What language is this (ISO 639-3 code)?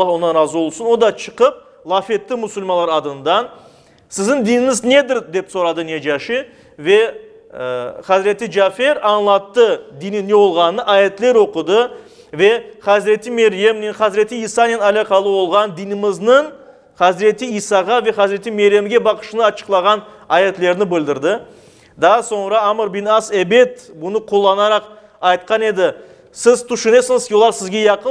crh